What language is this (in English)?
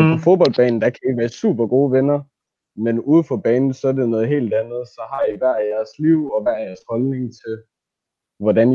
Danish